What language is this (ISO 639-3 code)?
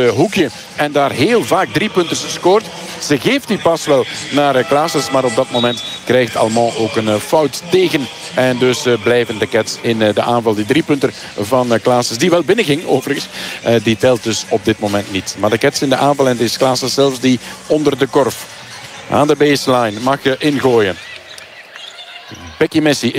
nld